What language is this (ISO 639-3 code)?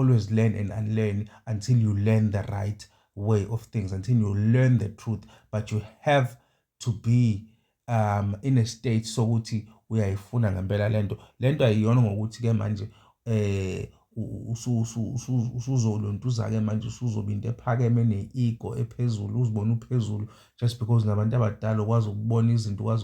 zul